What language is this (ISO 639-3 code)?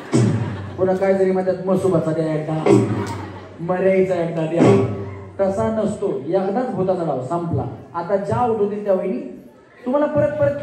mar